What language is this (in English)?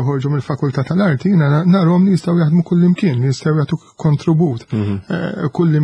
Maltese